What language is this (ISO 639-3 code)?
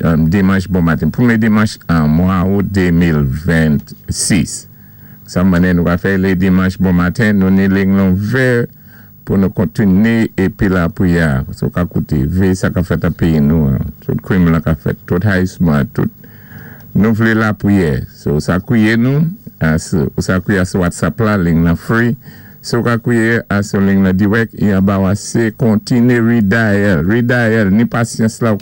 acf